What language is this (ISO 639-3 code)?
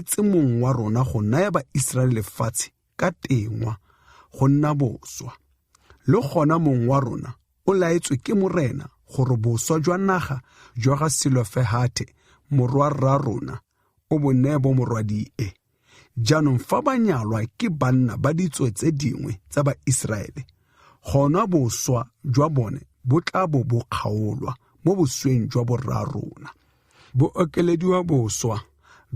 tsn